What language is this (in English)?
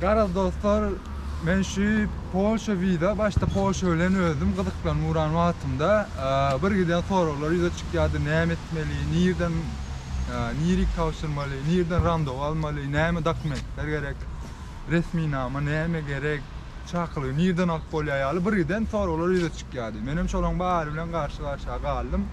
Turkmen